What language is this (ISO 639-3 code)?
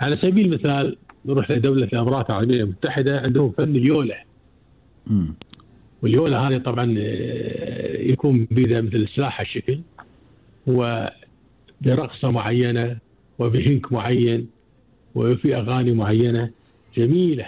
afb